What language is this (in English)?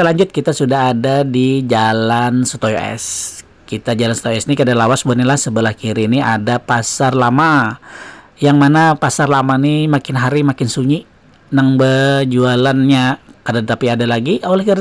Banjar